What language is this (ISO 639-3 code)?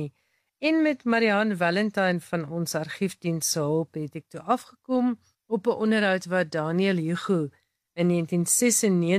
afr